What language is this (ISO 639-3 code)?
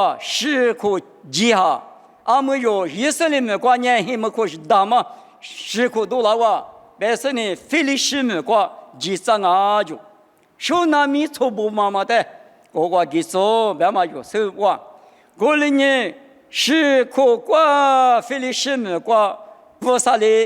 lis